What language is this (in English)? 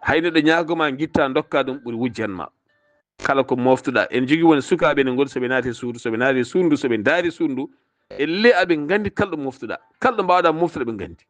Fula